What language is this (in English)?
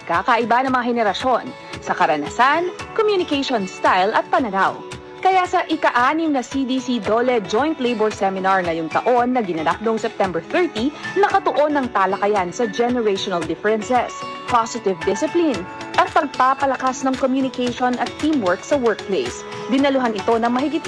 Filipino